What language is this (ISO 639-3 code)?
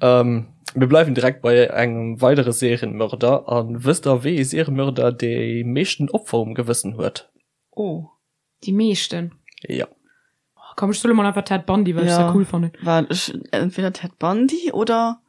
ltz